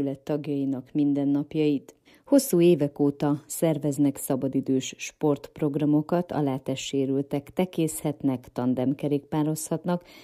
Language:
Hungarian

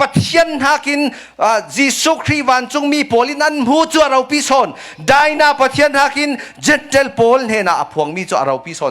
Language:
Falam Chin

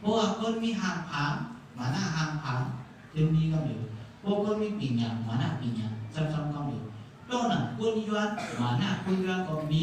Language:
Shan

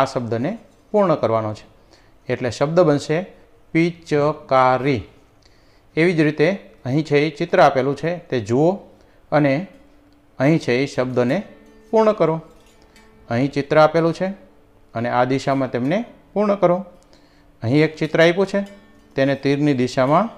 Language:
Gujarati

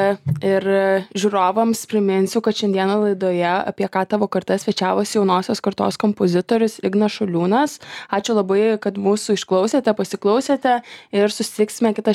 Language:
Lithuanian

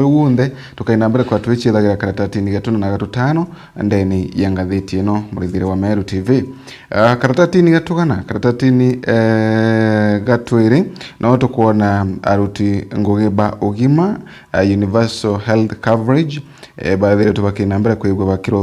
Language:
Meru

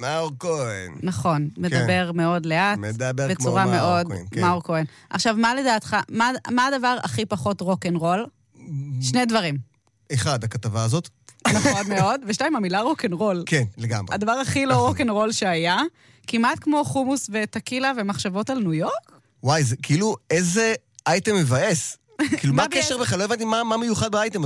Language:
Hebrew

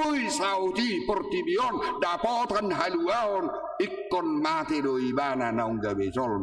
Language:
Batak Toba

